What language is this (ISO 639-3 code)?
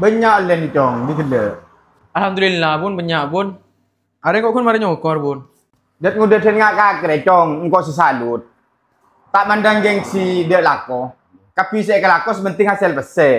mad